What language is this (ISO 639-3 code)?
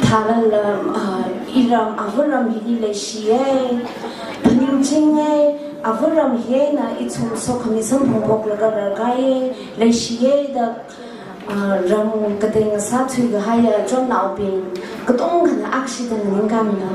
nmf